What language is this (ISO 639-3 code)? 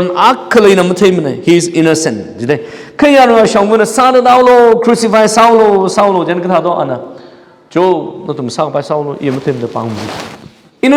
nmf